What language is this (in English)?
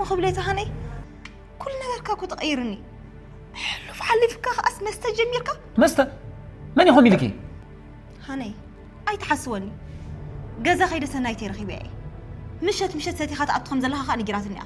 Tigrinya